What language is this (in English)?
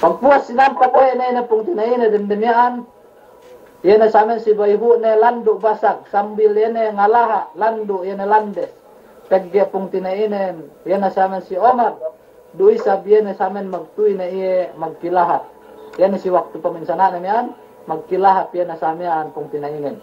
Yakan